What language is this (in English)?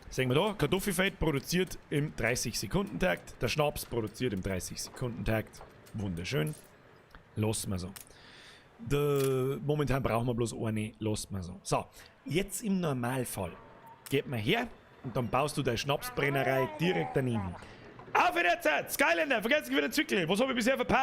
Bavarian